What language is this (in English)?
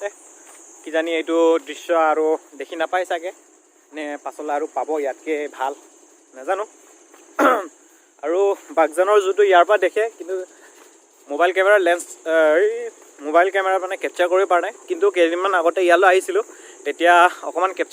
Assamese